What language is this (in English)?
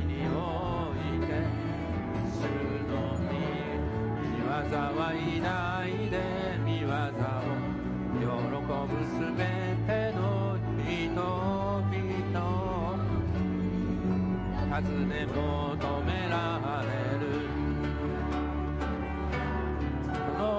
Japanese